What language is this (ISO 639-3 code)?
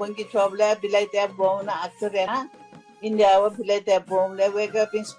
new